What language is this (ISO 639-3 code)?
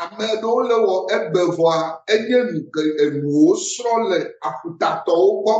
ewe